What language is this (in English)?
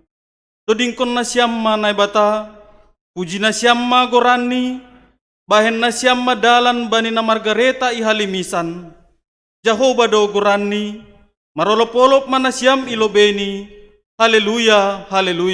Batak Simalungun